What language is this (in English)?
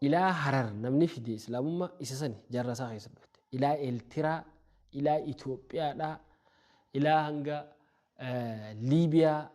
Oromo